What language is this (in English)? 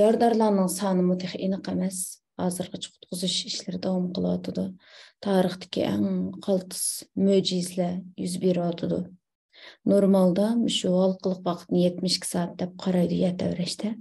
Uyghur